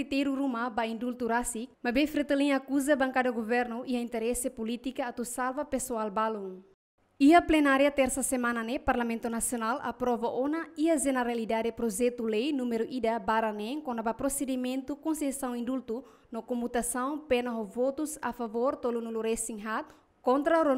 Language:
Tetum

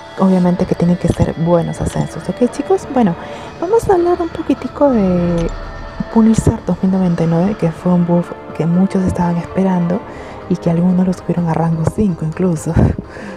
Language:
Spanish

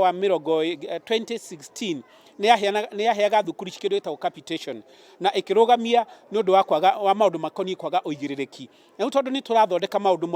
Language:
Kikuyu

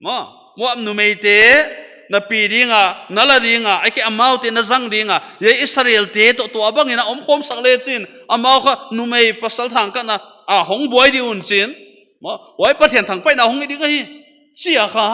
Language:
Paite Chin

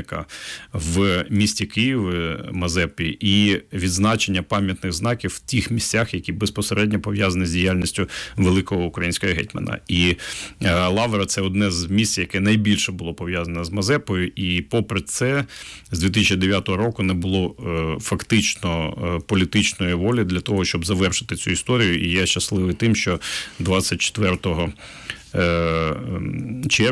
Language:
Ukrainian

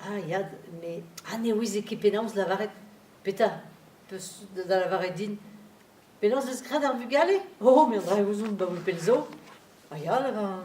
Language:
Breton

